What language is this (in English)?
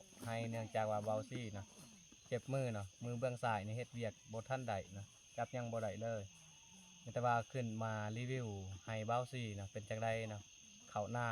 Lao